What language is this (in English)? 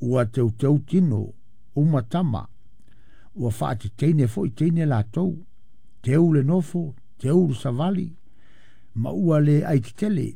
Samoan